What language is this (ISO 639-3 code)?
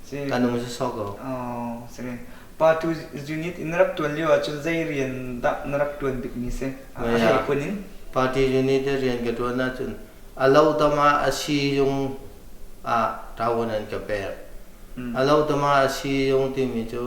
cnh